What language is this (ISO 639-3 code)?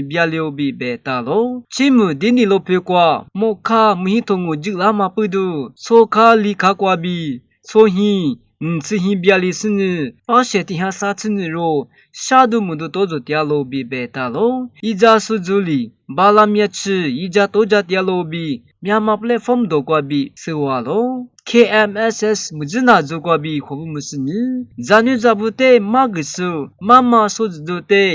lis